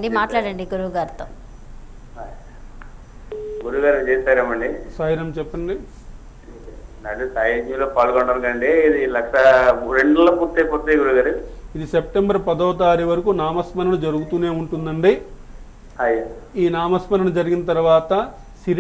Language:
Telugu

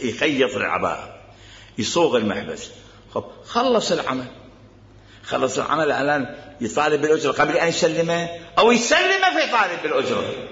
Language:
Mesopotamian Arabic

